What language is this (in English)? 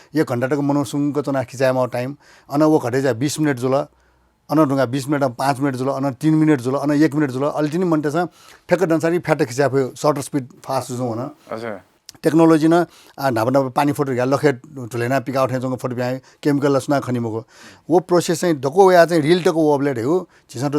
Newari